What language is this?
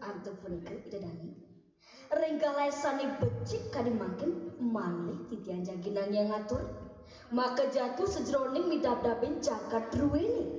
Balinese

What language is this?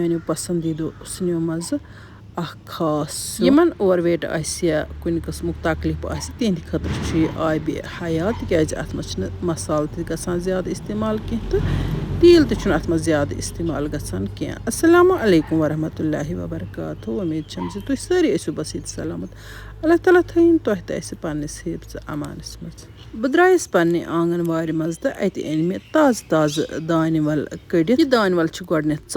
Kashmiri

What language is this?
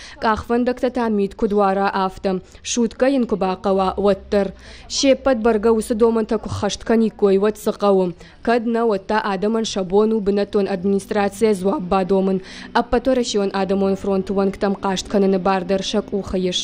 Ossetic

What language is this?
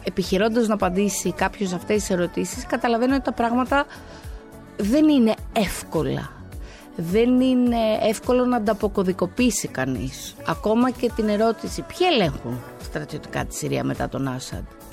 Greek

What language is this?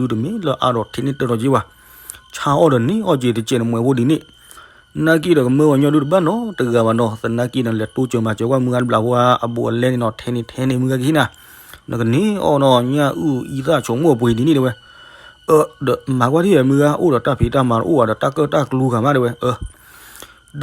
S'gaw Karen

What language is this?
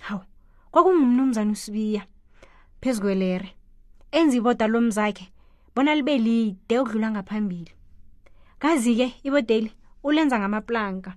South Ndebele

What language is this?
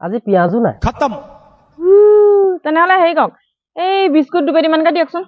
Assamese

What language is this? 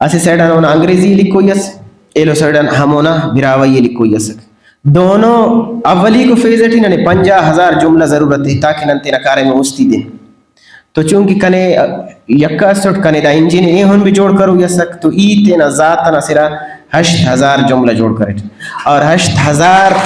Brahui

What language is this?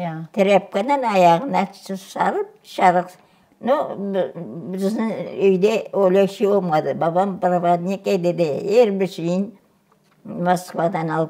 Crimean Tatar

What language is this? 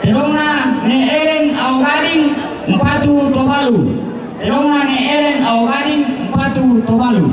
Toraja-Sa'dan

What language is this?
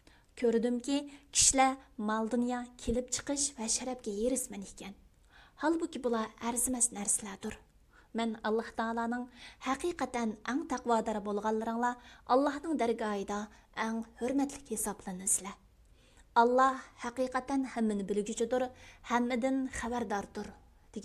Uyghur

